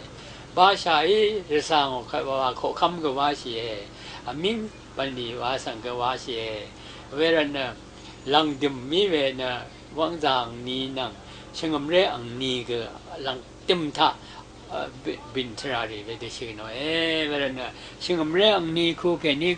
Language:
Rawang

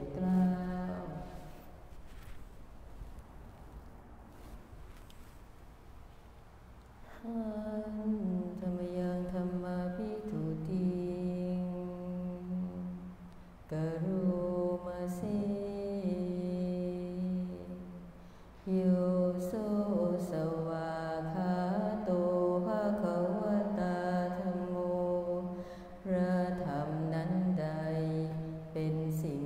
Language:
Thai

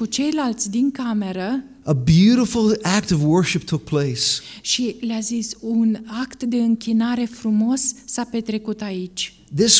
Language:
Romanian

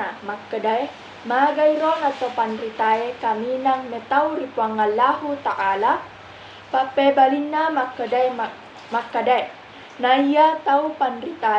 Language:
Buginese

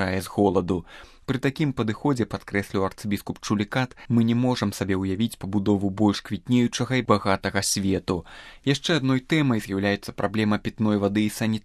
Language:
Belarusian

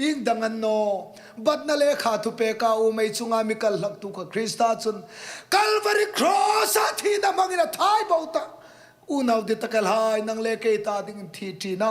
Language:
Hmar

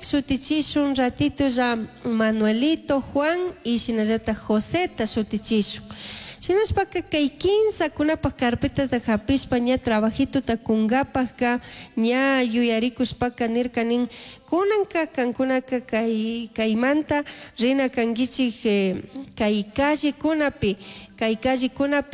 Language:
Chimborazo Highland Quichua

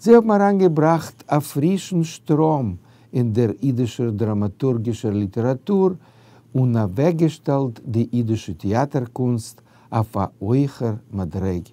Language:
Yiddish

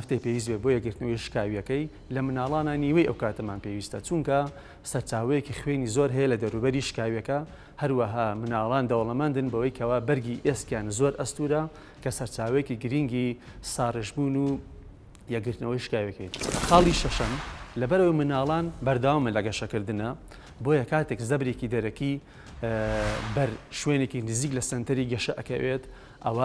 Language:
Central Kurdish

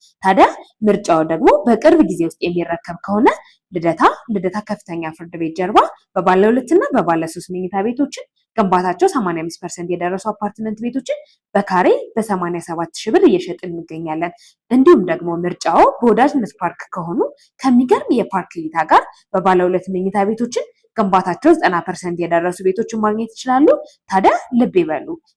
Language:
Amharic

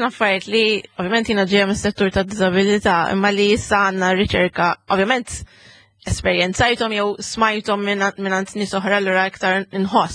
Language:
Maltese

